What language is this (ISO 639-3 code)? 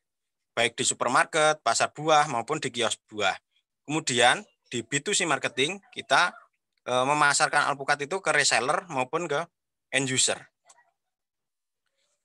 ind